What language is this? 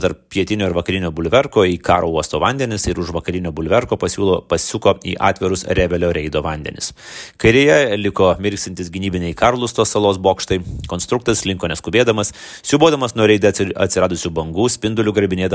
Lithuanian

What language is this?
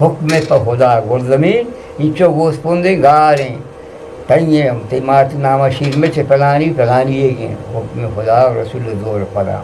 Eastern Balochi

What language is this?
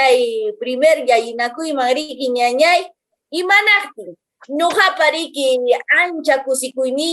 Quechua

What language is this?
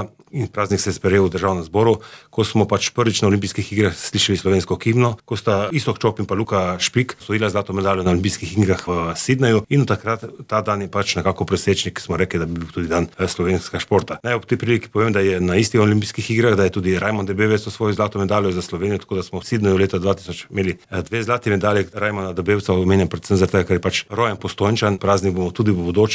Slovenian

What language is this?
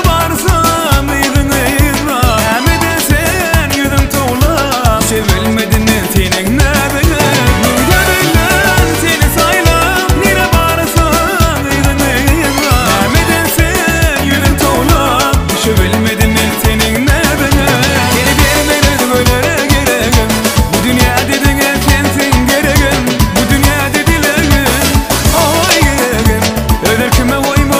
Turkmen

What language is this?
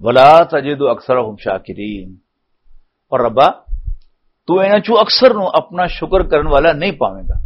Western Panjabi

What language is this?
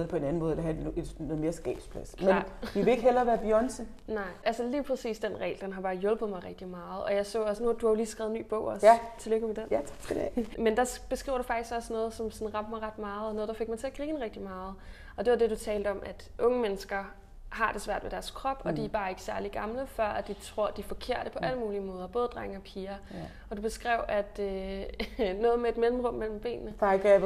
Danish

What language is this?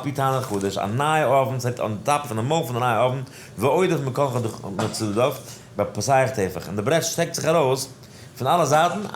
Yiddish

